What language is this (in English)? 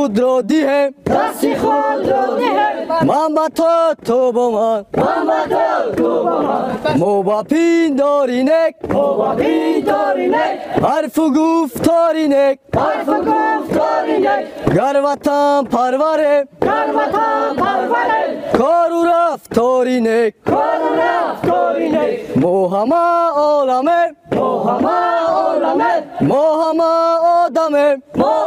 Tajik